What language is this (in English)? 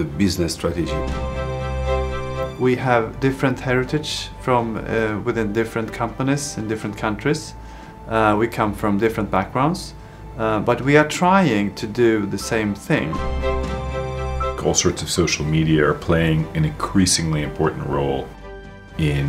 English